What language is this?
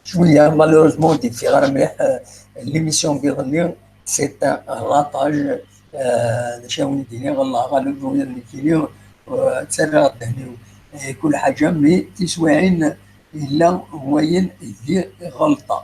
Kabyle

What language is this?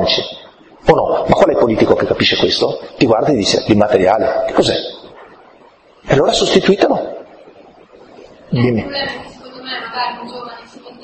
Italian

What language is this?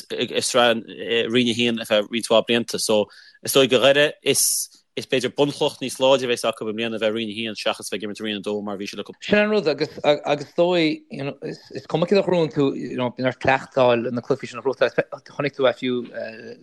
Irish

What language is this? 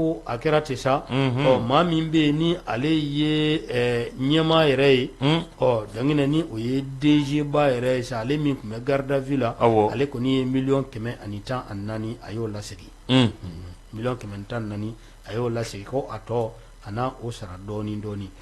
Bambara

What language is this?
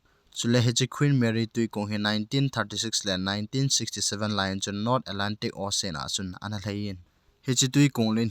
Thado Chin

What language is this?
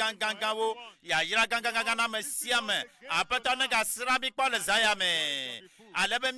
Ewe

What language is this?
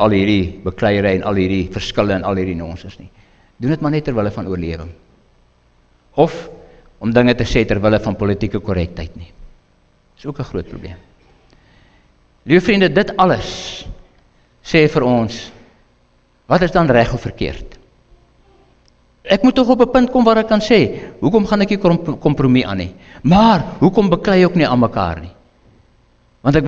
Afrikaans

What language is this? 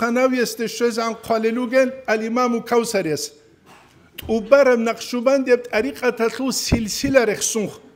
Avaric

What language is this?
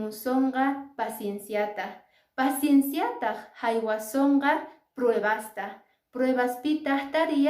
Quechua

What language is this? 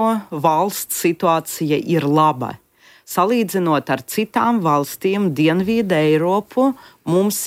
Latvian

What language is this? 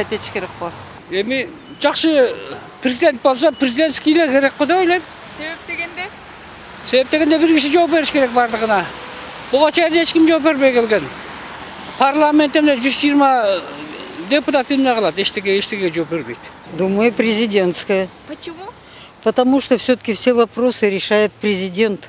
Kyrgyz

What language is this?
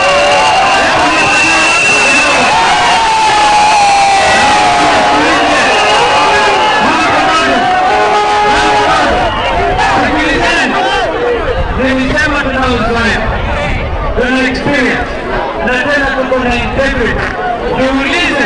Swahili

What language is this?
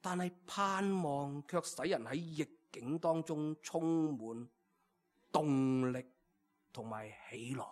Cantonese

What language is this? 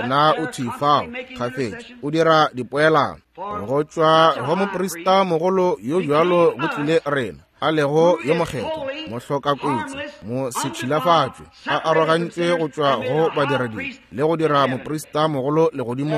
Northern Sotho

